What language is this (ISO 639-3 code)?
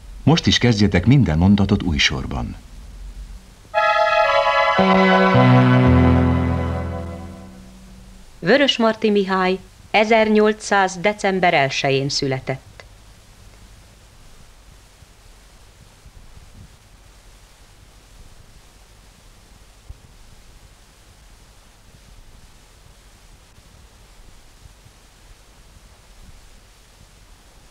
hun